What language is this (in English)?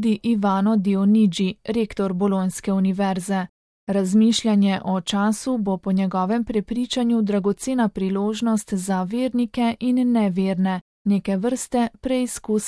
Slovenian